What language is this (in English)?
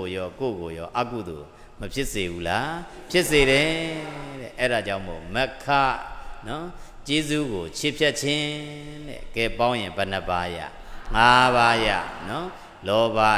Burmese